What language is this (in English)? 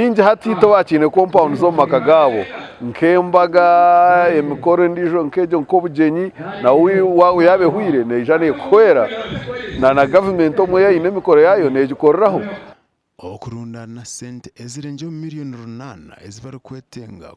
Nyankole